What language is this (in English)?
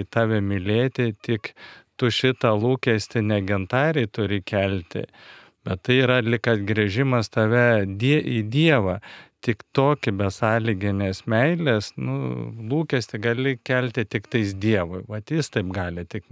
Lithuanian